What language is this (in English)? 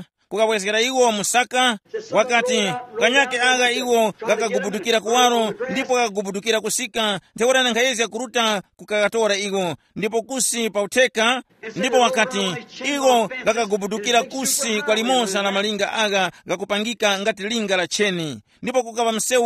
Tumbuka